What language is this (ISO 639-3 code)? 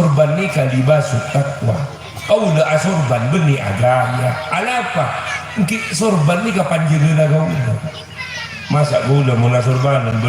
mad